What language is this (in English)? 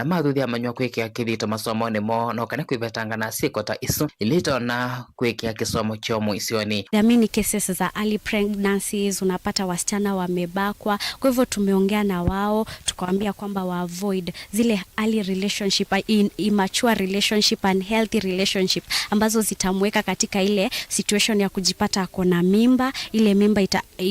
Kamba